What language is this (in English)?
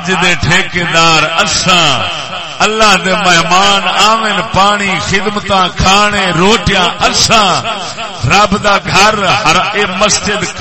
Saraiki